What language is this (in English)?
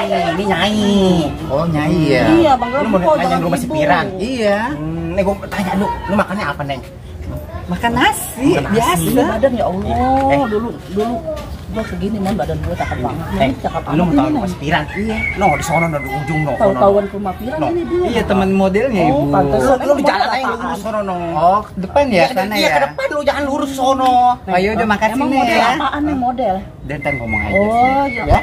Betawi